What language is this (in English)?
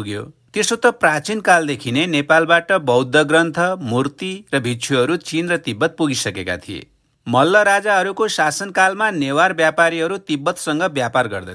Nepali